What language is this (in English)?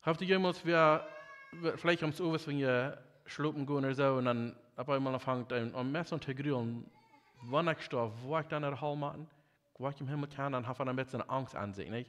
Plautdietsch